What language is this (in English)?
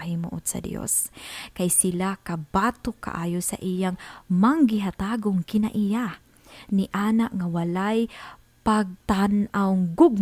Cebuano